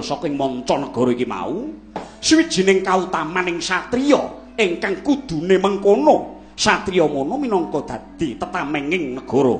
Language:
Javanese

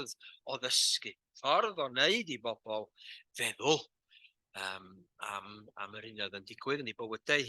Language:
Welsh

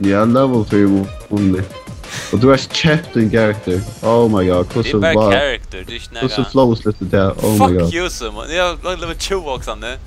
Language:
Faroese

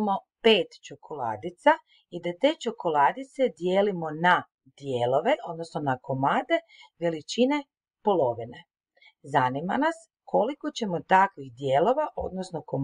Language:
Croatian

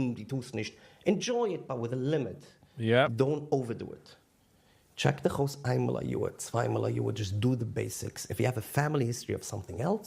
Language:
Yiddish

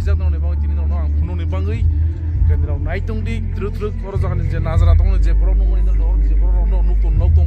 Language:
Kok Borok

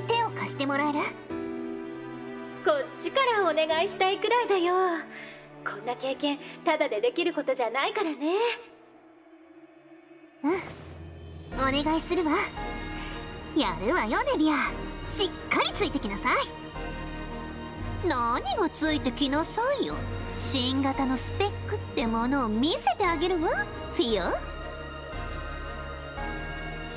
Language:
Japanese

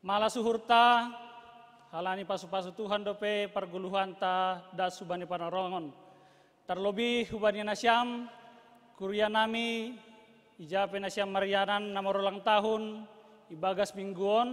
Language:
Batak Simalungun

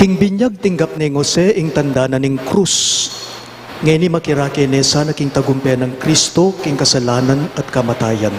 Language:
Pampanga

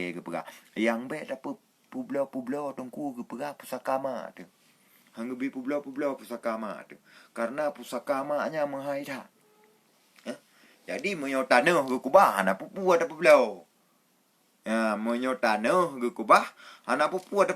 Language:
Achinese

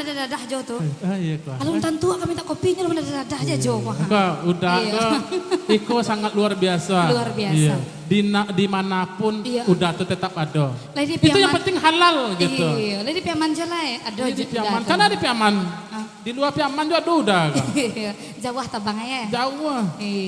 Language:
Minangkabau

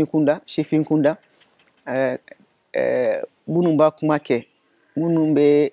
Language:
Bambara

